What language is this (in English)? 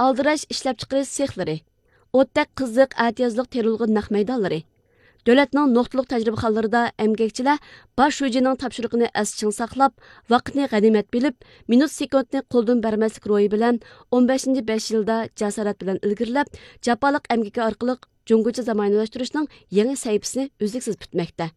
Uyghur